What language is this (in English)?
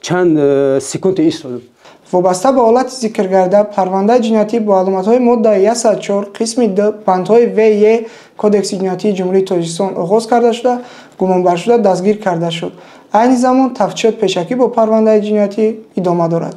Tajik